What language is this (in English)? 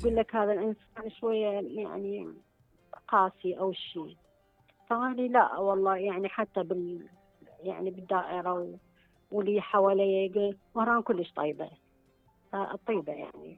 Mesopotamian Arabic